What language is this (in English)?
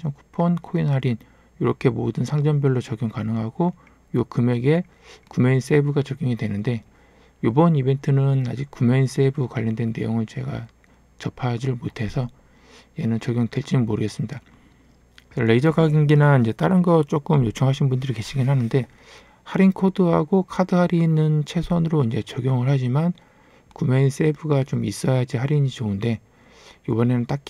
Korean